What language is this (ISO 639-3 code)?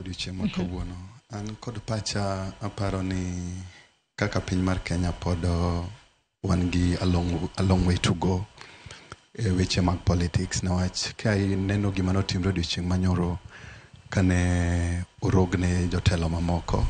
luo